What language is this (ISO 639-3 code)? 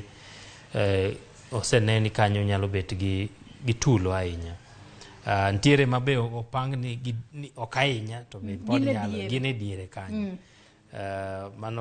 luo